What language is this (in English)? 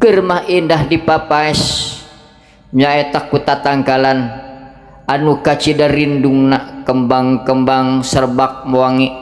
Sundanese